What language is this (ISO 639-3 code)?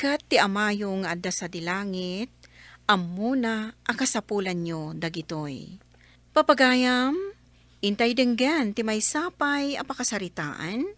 ilo